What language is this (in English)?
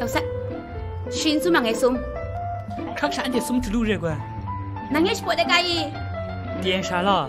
Kachin